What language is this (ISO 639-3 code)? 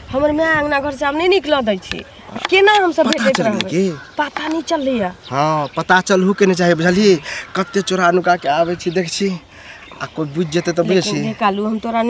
mai